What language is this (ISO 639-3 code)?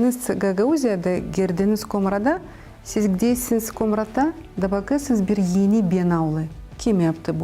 gag